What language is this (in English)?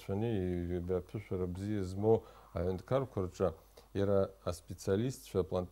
Abkhazian